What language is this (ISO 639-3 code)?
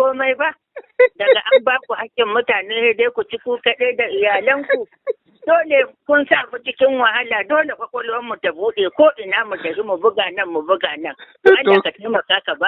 hau